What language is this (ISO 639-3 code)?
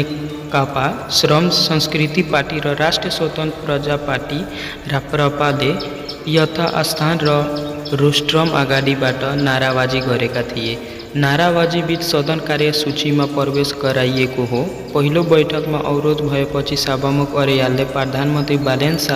nep